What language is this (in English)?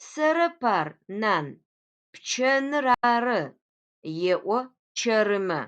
Adyghe